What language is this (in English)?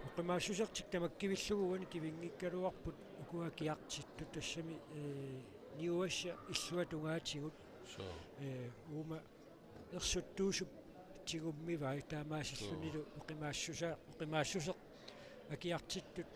Kalaallisut